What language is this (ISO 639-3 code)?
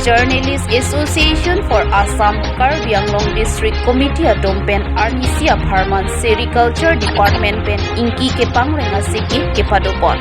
mjw